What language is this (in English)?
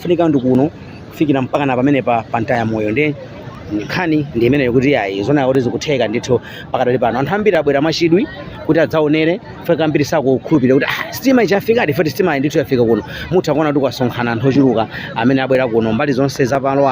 Nyanja